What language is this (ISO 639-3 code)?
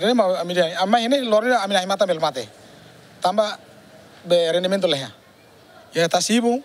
tet